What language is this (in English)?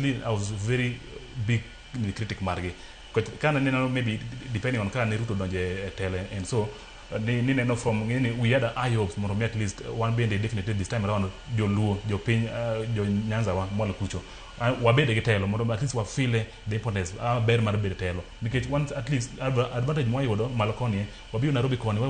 Luo (Kenya and Tanzania)